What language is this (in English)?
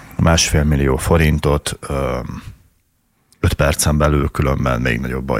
Hungarian